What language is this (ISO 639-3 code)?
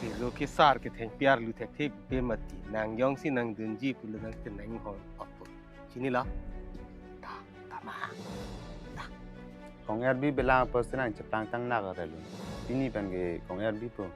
mjw